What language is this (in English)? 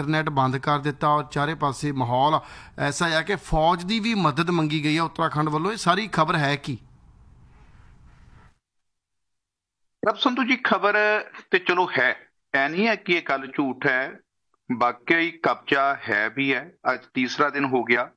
Punjabi